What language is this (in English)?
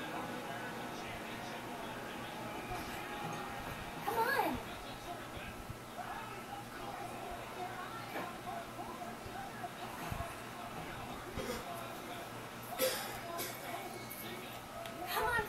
English